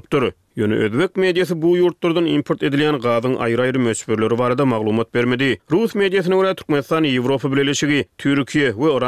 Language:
Turkmen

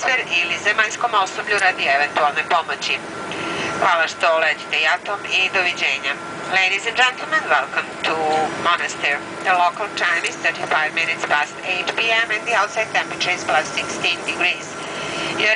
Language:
Serbian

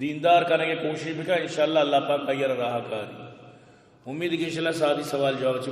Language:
Baluchi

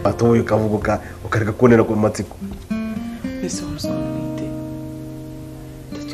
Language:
Kinyarwanda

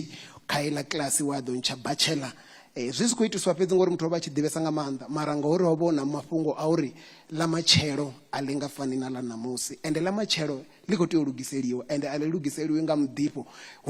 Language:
Venda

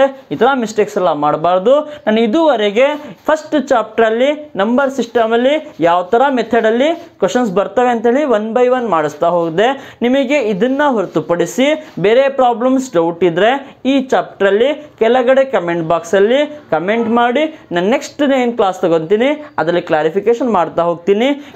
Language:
Kannada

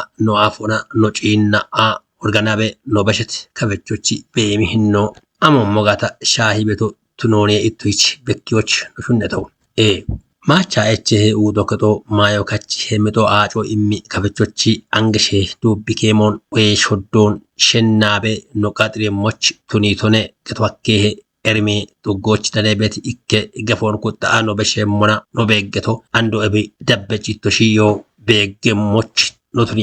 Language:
Kafa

